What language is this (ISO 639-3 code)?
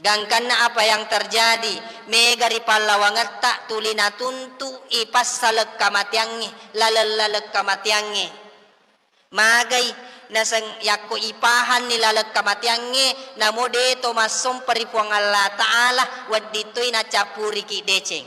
bug